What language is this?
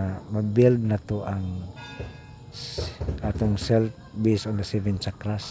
Cebuano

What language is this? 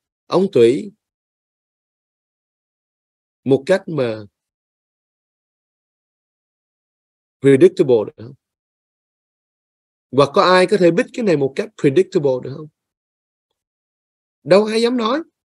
Vietnamese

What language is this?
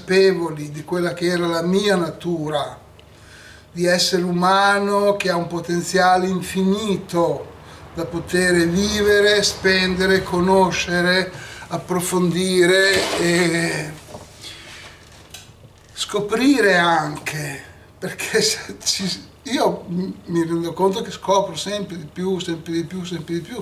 Italian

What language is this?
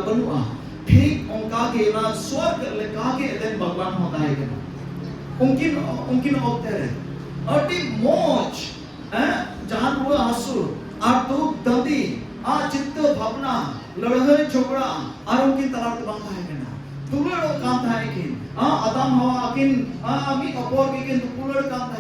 Santali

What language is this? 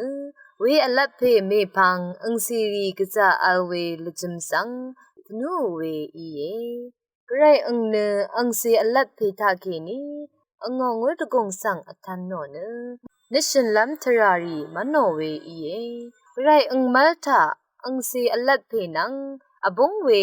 Rawang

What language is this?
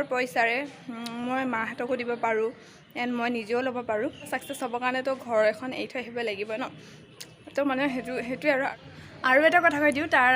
Assamese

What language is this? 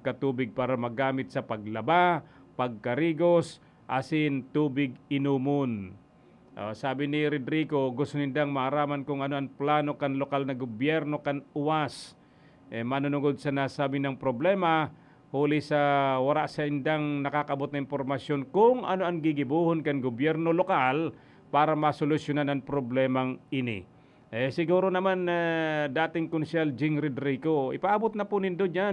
Bikol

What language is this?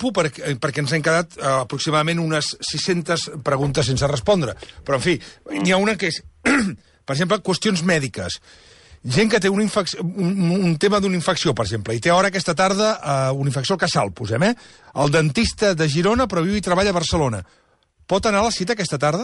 Catalan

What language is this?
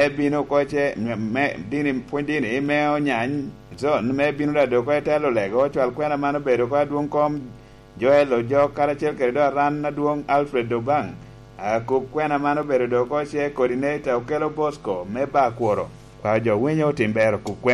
Lango (Uganda)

